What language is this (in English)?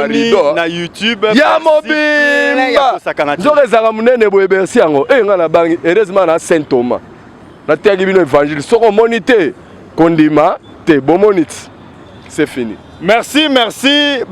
Lingala